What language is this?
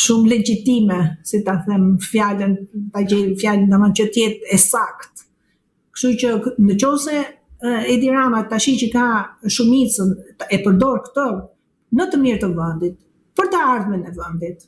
Albanian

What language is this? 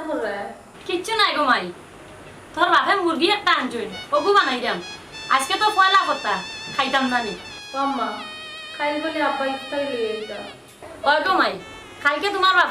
Sylheti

